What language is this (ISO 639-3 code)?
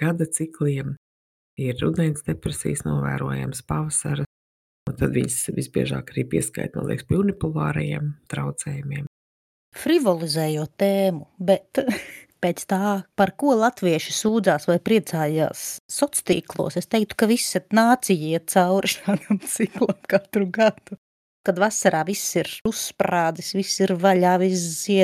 lav